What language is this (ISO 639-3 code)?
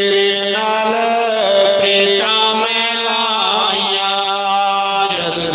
doi